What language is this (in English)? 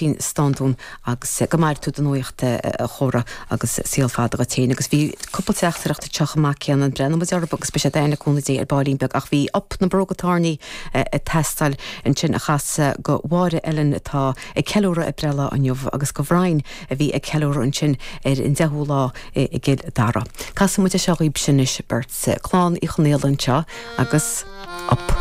Irish